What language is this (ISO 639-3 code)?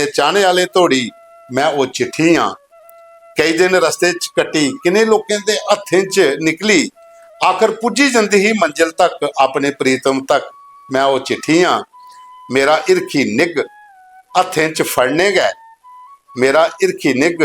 doi